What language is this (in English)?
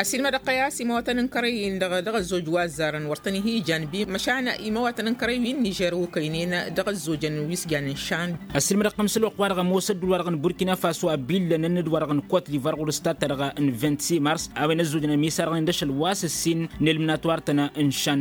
Tamasheq